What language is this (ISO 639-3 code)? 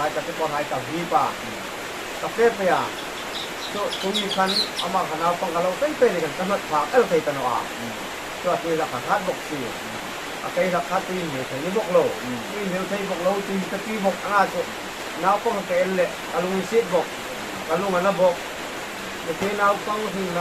hmr